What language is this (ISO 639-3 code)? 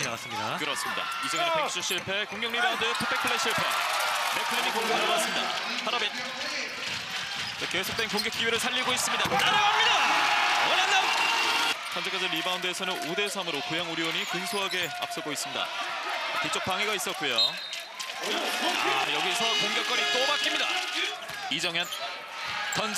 kor